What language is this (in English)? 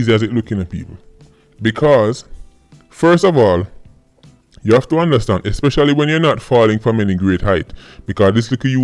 Jamaican Creole English